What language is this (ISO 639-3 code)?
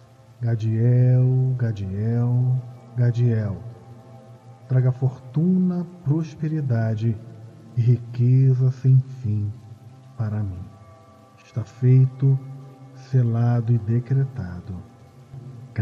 por